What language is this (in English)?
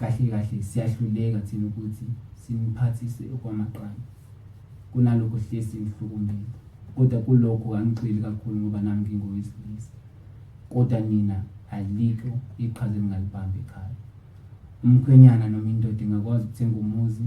Zulu